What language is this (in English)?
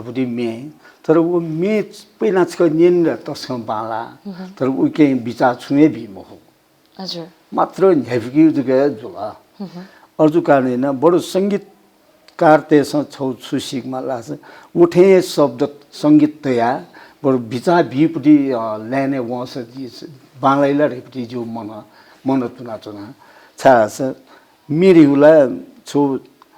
Newari